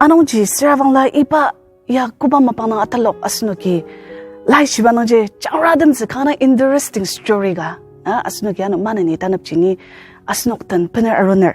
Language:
Ao Naga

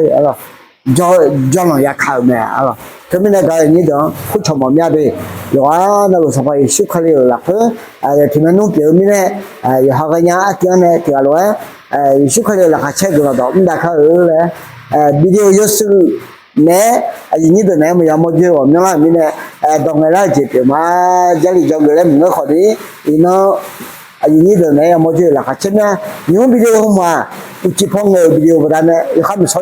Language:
Akha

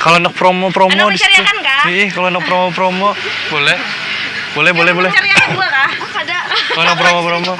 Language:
Banjar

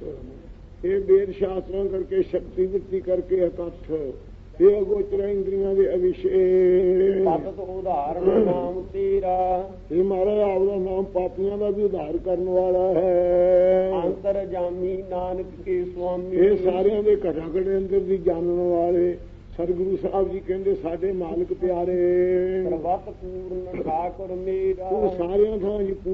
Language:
Punjabi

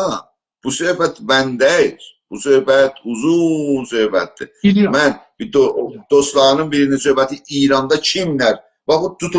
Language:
South Azerbaijani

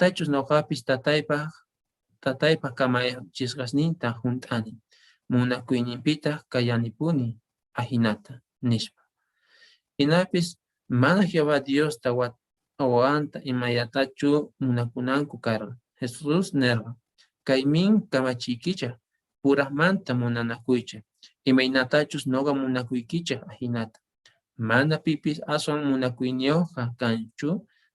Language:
Quechua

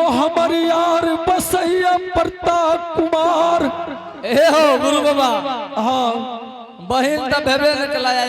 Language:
Angika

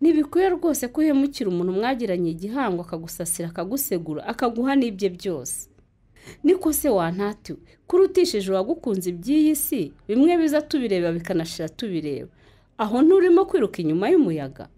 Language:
Kinyarwanda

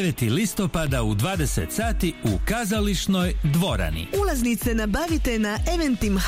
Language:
Croatian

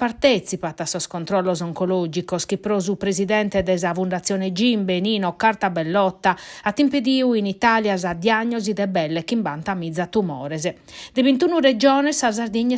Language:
Sardinian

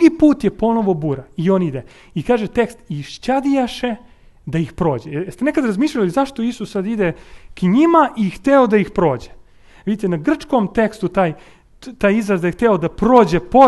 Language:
Serbian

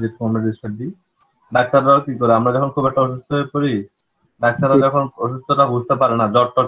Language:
Bangla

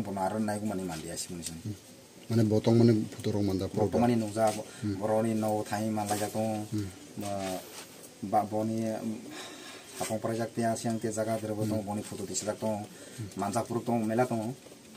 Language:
Kok Borok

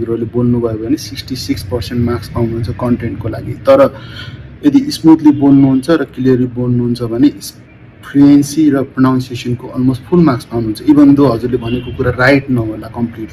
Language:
Nepali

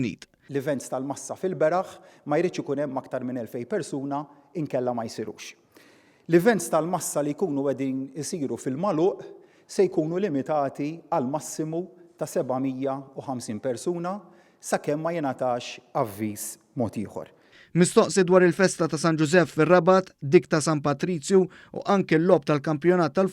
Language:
Maltese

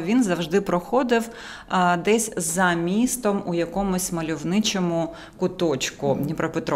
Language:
Ukrainian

